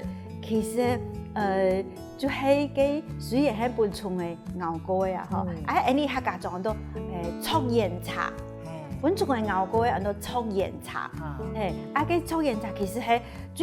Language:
Hakka Chinese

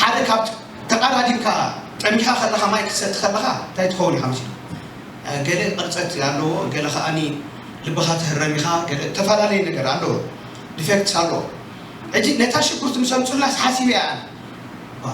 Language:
Tigrinya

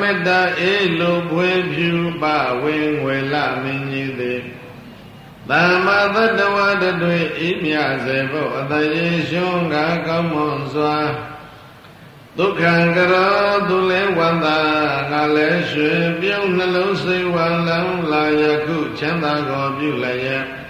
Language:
Burmese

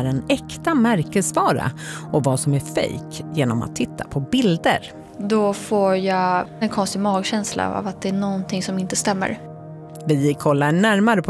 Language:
Swedish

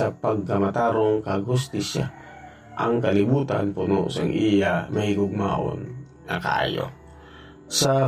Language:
Hiligaynon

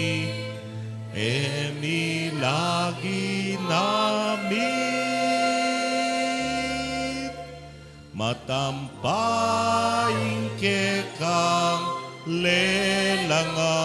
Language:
Pampanga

